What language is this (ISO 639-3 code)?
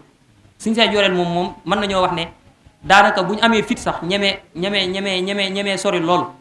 wol